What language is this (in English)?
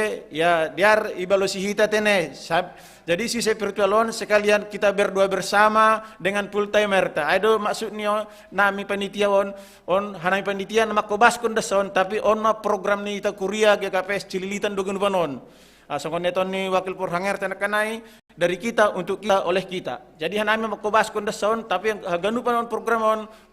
Batak Simalungun